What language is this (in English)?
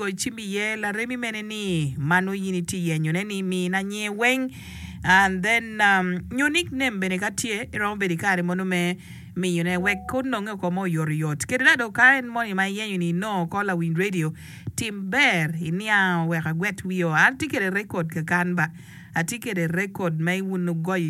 Acoli